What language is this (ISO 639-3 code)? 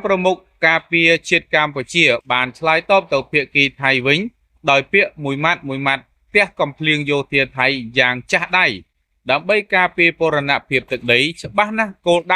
khm